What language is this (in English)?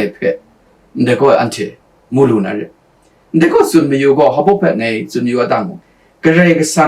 Kachin